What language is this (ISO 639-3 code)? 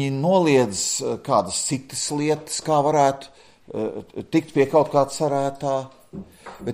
lav